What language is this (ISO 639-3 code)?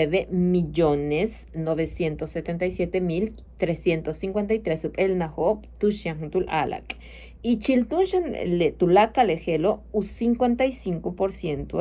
yua